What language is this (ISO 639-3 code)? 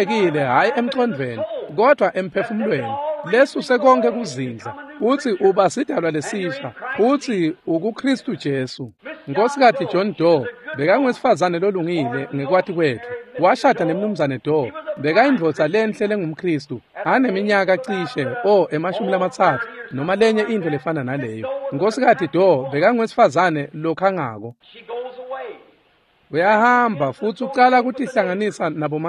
ssw